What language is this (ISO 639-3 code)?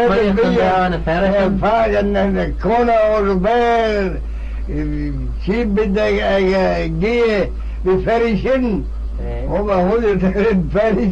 glv